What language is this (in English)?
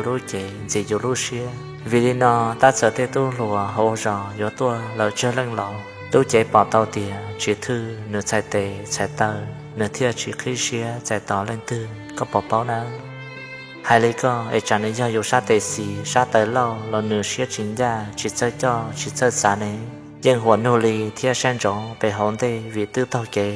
Hmong